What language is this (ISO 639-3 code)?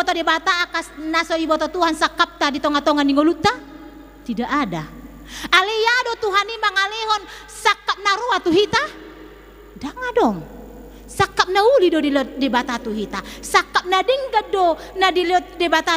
bbc